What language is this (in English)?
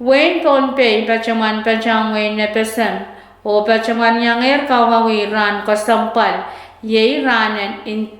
Pohnpeian